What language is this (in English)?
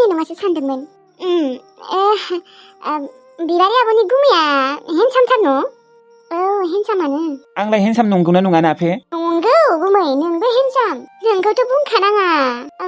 Bodo